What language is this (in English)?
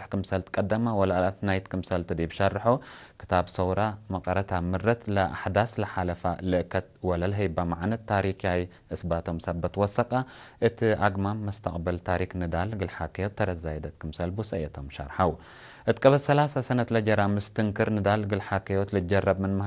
Tigre